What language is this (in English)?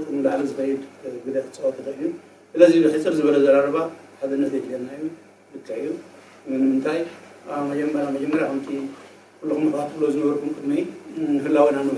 Tigrinya